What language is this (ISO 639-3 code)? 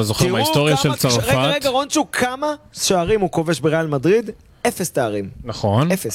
heb